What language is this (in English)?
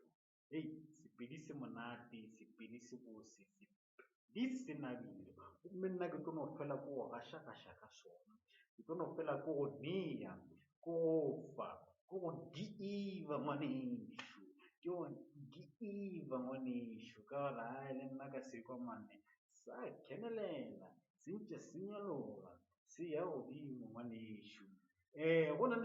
Northern Sotho